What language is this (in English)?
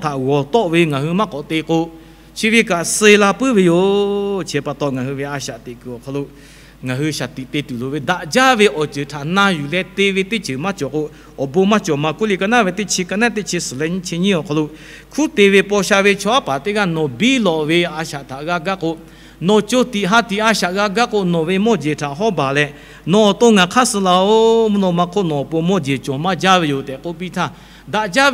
Lahu